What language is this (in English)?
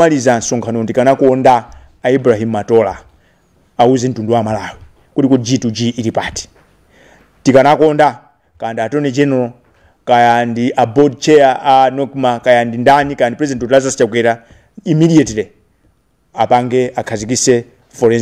Nyanja